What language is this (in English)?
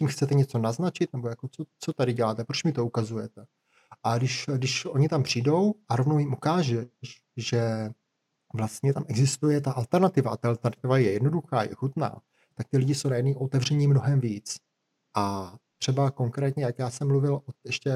Czech